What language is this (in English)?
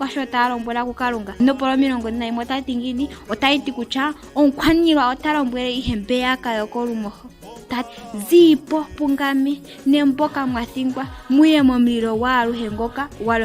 Ndonga